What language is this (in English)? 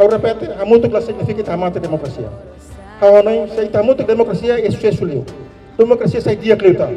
Tetum